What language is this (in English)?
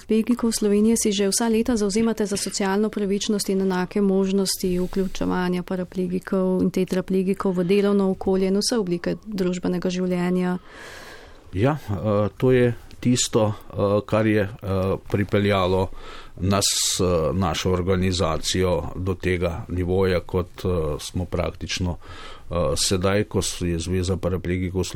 Slovenian